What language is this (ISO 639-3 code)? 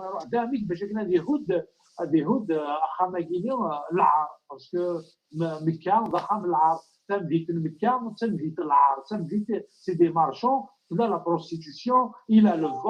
kab